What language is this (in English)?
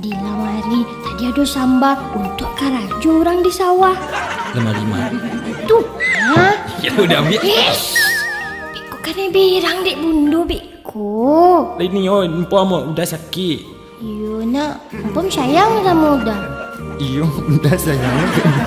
Minangkabau